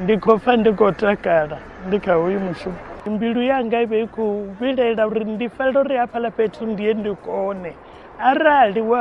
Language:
Venda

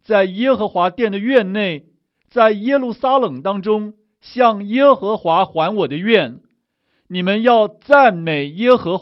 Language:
Chinese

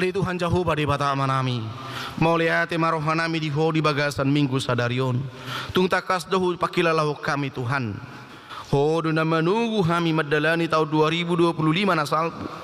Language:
Batak Toba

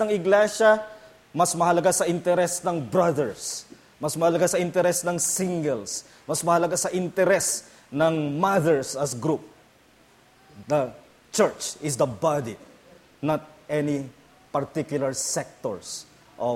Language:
Filipino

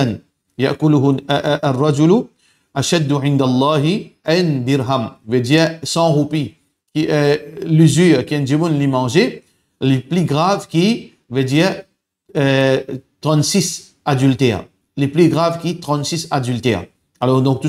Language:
Morisyen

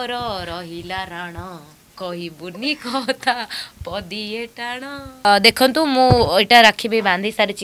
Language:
Odia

